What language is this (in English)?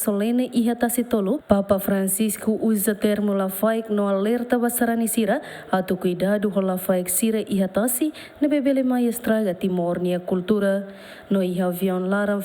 Tetum